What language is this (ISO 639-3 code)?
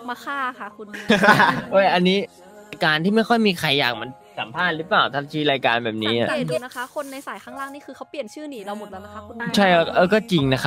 tha